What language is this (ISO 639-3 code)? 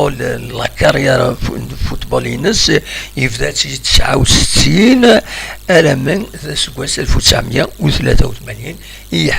kab